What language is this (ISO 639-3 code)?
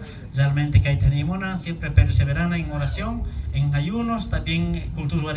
quh